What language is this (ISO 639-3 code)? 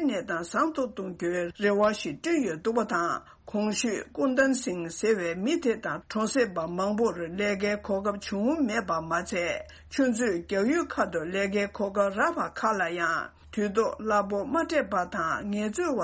bod